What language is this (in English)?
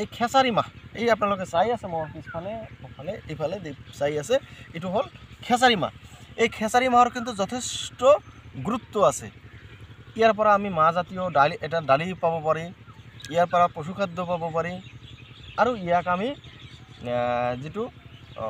Assamese